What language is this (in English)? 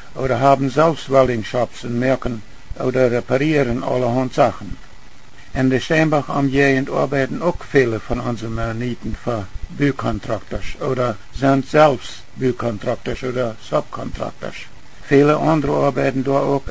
Plautdietsch